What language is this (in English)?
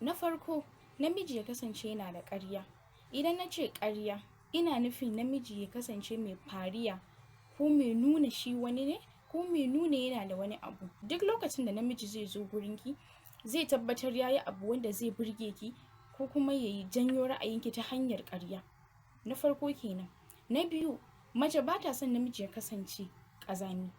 Hausa